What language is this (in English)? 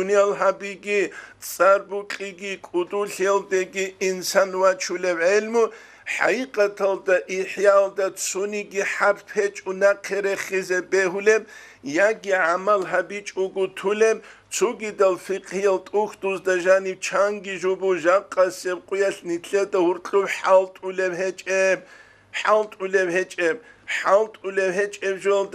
Avaric